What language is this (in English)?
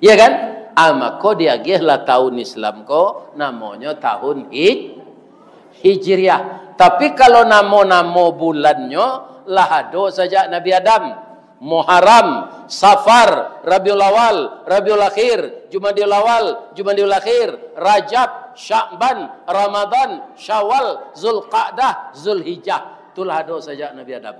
Minangkabau